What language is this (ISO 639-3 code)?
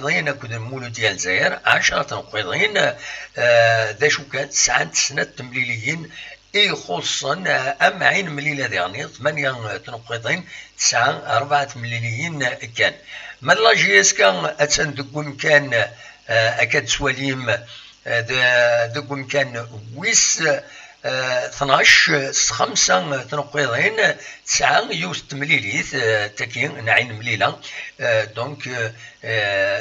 kab